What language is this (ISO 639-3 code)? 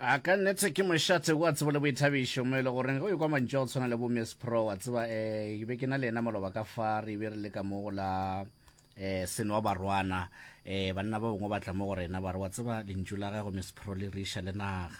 nso